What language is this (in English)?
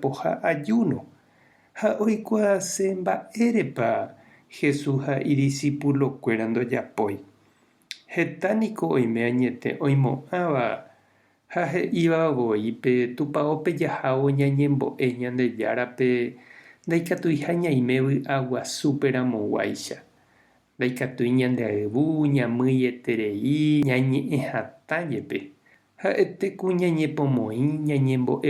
Guarani